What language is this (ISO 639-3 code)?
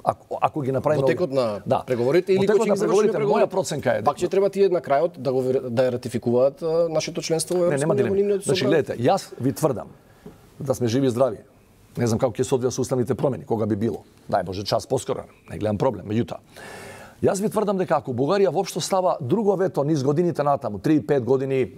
mkd